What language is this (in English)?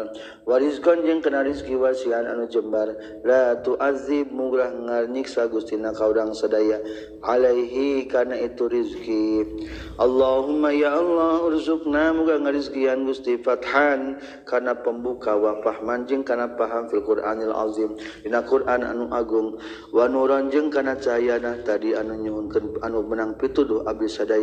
Sundanese